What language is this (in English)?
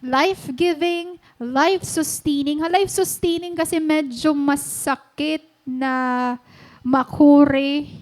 Waray